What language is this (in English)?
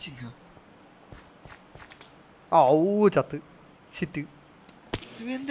Malayalam